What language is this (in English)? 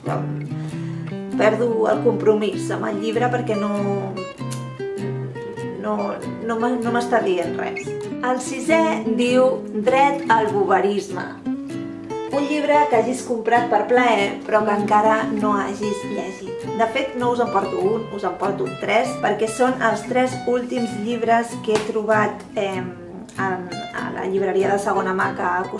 Catalan